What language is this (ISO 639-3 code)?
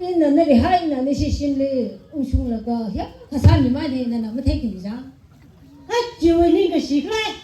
nmf